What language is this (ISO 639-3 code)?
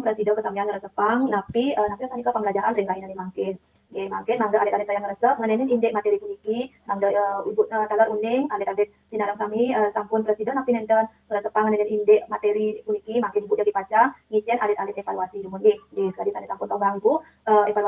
ban